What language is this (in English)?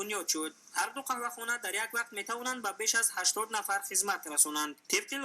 Tajik